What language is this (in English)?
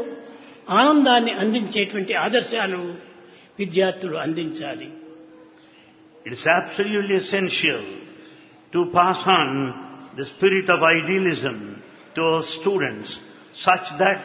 Telugu